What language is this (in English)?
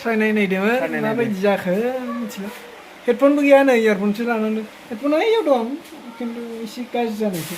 Bodo